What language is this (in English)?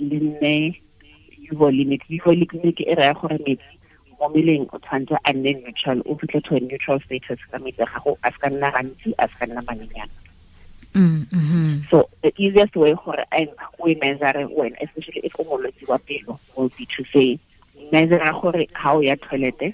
Tswana